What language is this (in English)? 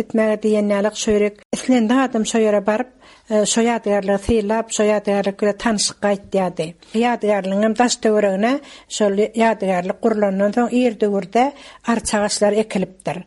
Kyrgyz